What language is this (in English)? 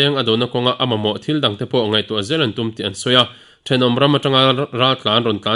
Mizo